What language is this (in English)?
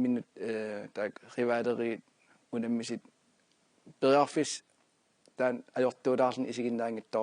Kalaallisut